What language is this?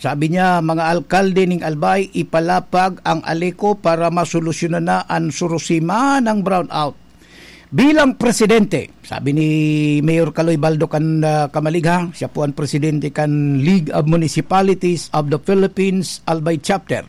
Bikol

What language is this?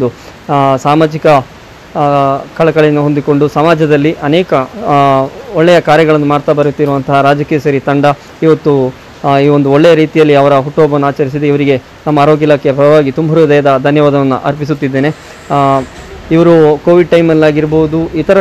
Kannada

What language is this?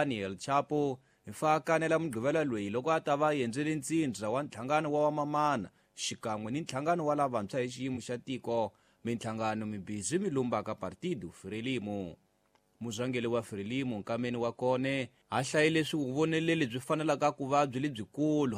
Tsonga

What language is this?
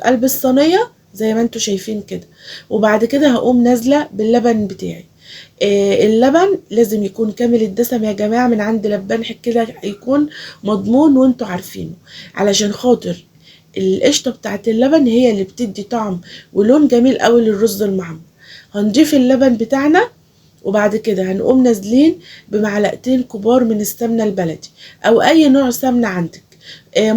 Egyptian Arabic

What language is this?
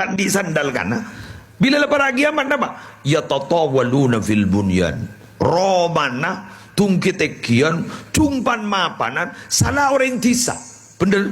Madurese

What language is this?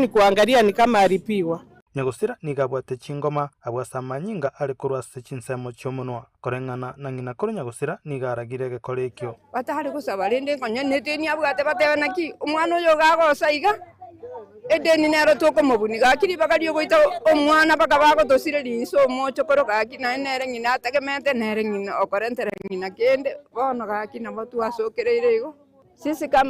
Gusii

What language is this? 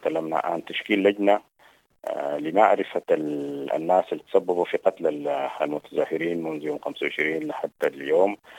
Sudanese Arabic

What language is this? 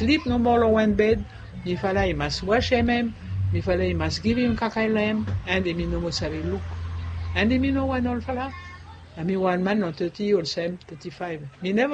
Bislama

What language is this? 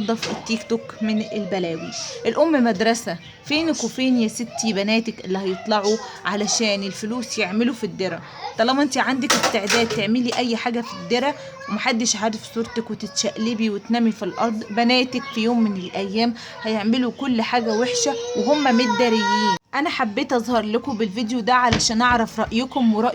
Egyptian Arabic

